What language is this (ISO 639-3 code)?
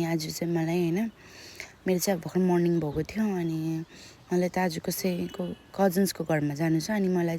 nep